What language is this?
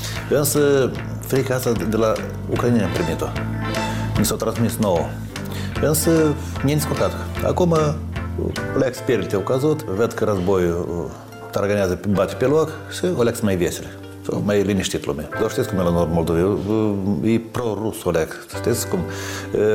Romanian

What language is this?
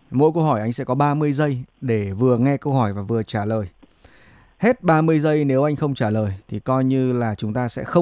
Vietnamese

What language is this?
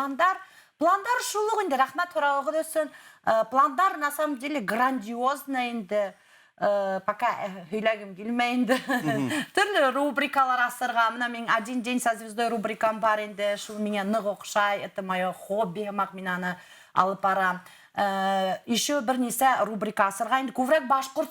Bashkir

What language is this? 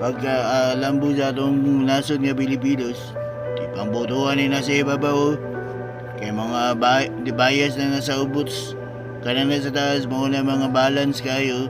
Cebuano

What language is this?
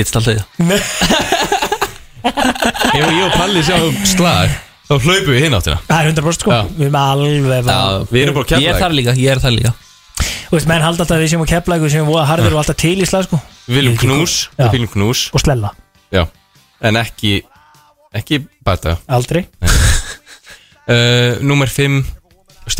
Icelandic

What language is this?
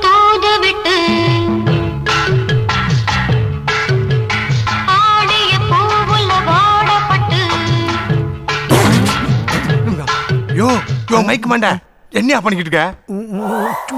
Tamil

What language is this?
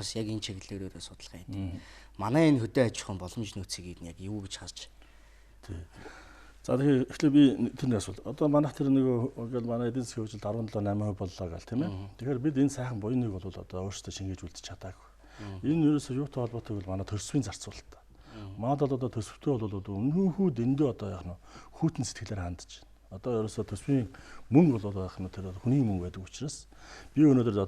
Mongolian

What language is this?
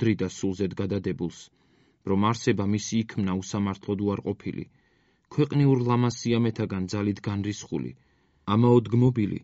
Georgian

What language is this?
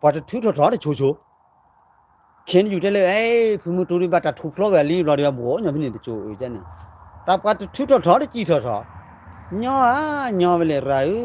S'gaw Karen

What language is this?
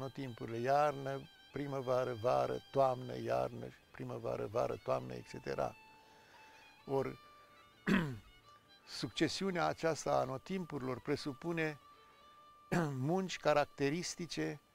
Romanian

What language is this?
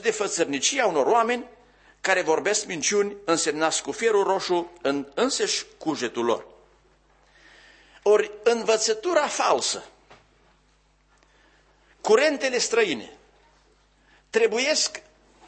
Romanian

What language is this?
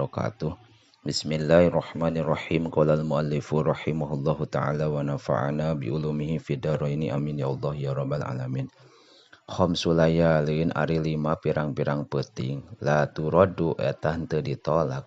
Sundanese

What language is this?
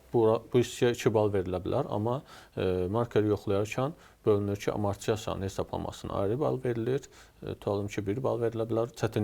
Azerbaijani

